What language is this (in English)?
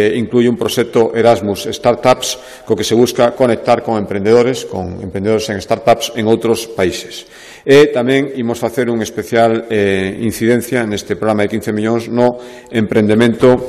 Galician